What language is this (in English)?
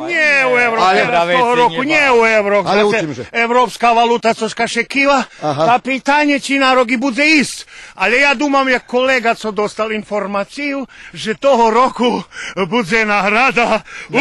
Rusyn